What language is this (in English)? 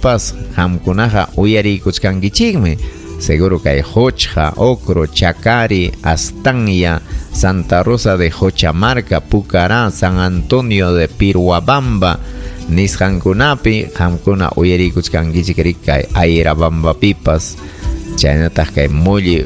Ayacucho Quechua